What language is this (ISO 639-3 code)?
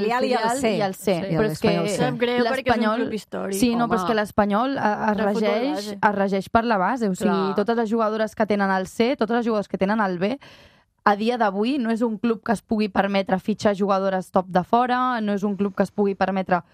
cat